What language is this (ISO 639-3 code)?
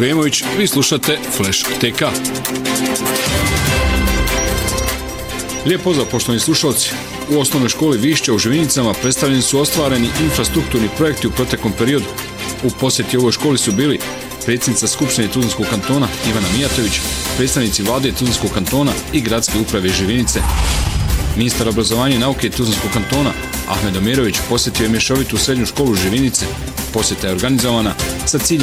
bos